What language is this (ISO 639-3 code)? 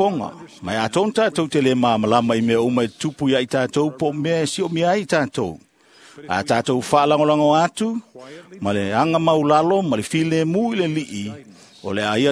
smo